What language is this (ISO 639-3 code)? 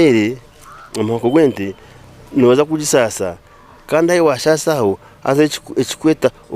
nyn